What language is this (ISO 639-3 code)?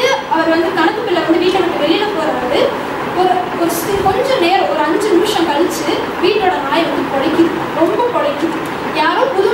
tam